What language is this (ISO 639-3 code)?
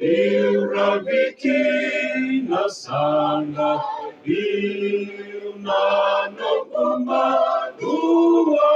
fij